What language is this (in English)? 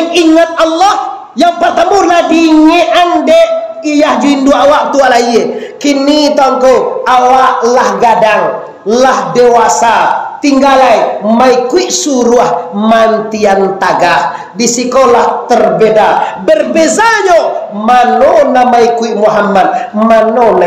Minangkabau